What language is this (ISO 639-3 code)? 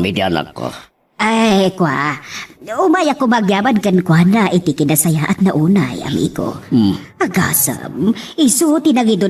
ilo